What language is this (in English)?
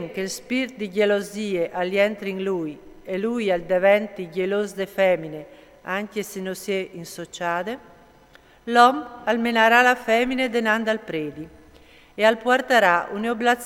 Friulian